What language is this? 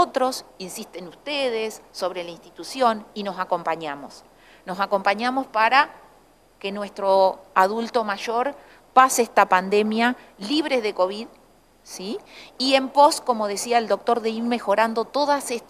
Spanish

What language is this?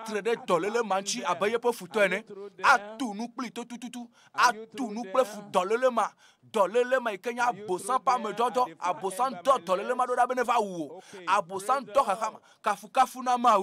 Ewe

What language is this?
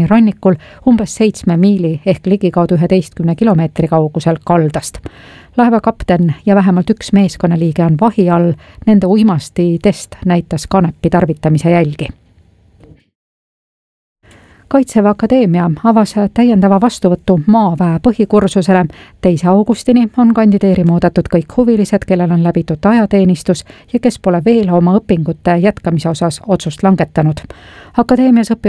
Estonian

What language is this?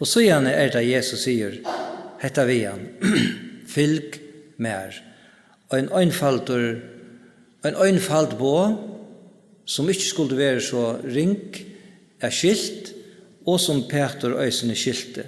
Faroese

